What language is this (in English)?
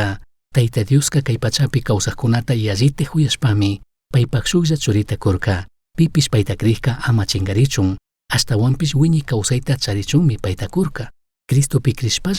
Chimborazo Highland Quichua